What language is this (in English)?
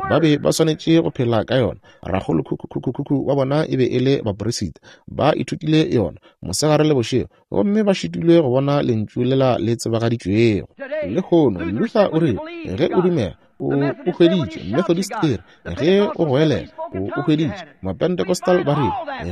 Northern Sotho